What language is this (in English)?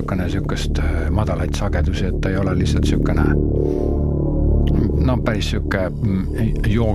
Estonian